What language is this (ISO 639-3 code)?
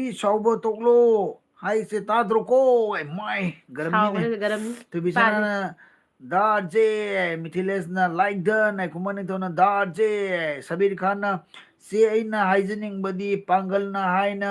mni